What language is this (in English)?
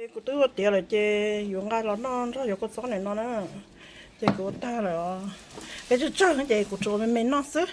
Hmong